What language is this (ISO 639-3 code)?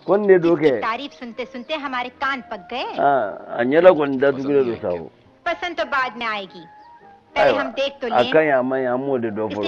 bam